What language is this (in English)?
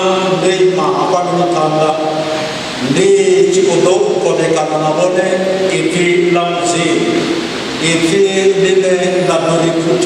Venda